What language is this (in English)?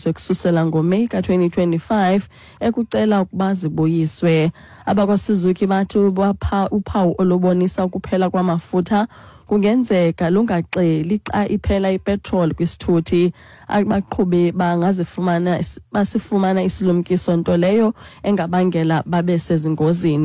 Xhosa